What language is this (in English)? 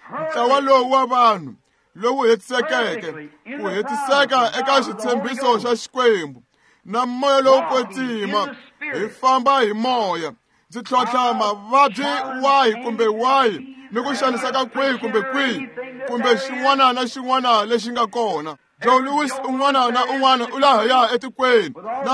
Tsonga